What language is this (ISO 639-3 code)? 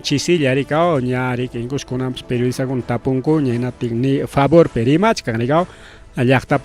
quy